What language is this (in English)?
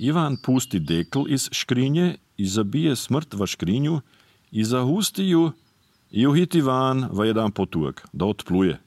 Serbian